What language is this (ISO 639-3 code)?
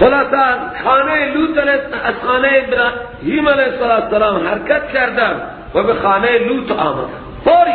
fas